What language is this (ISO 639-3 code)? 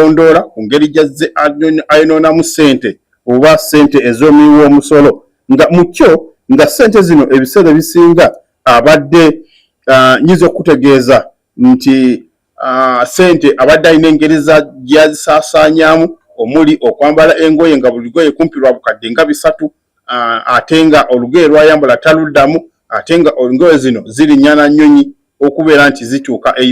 lug